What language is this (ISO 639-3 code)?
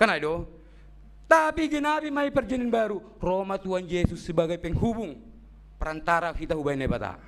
bts